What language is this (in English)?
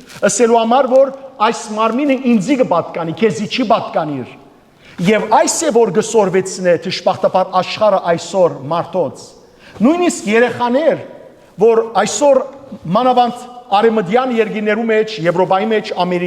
Western Armenian